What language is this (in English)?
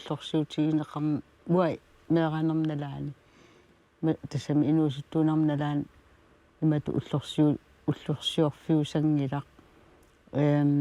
Kalaallisut